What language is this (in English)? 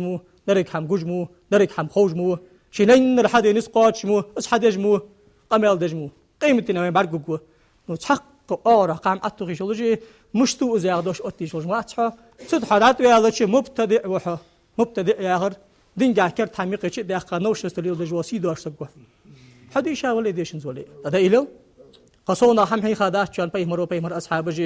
Ingush